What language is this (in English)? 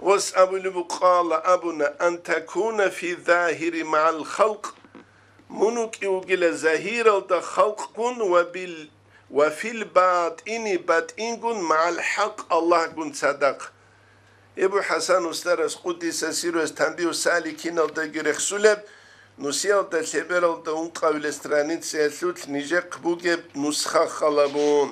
Avaric